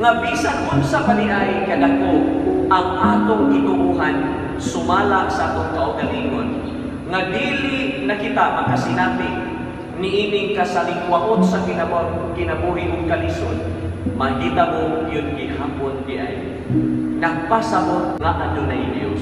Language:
Cebuano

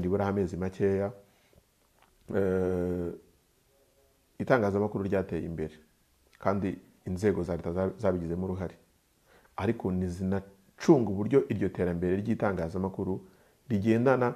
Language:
Kinyarwanda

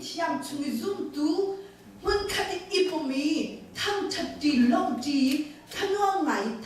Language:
Hakha Chin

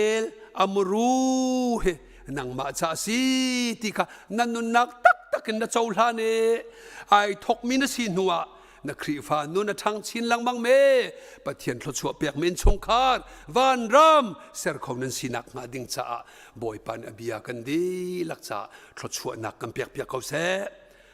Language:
Hakha Chin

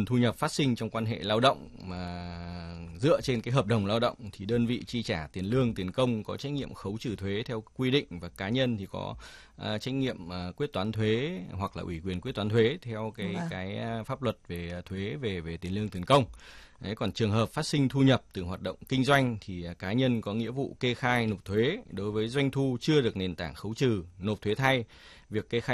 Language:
Vietnamese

